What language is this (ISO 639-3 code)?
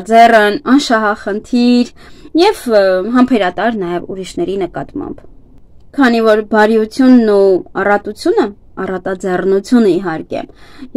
hye